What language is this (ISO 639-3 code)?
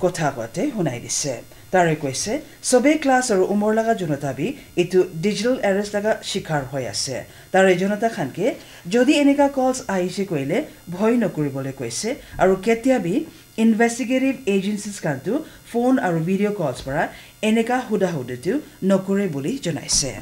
nag